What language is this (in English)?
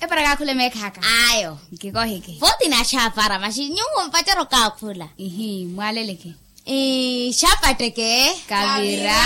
Makhuwa